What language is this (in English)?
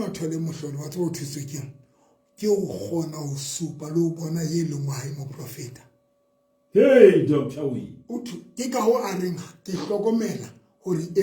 Southern Sotho